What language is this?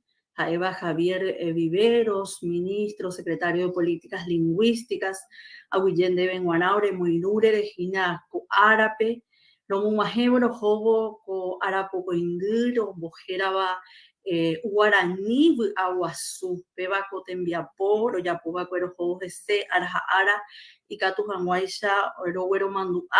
Guarani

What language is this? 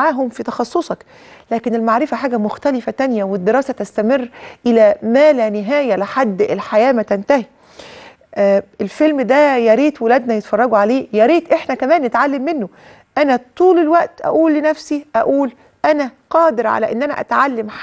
Egyptian Arabic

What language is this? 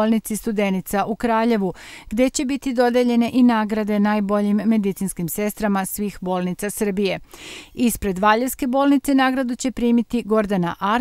Serbian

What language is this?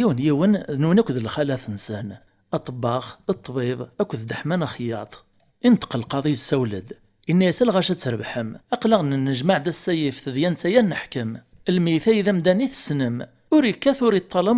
Kabyle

